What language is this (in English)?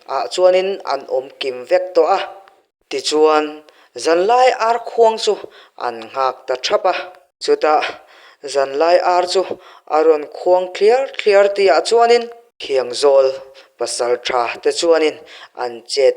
Mizo